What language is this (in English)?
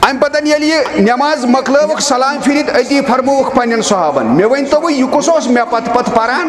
Kashmiri